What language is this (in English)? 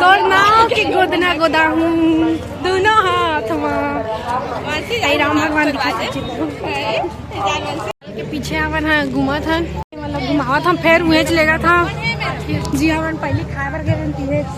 Chhattisgarhi